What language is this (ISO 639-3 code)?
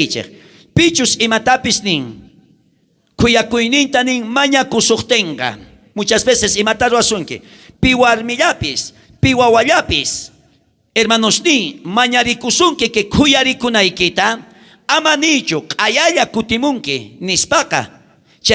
quh